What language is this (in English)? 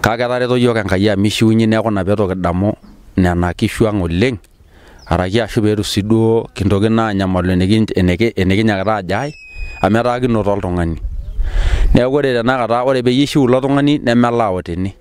Masai